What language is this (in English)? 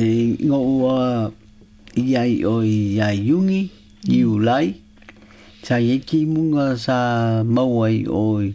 Samoan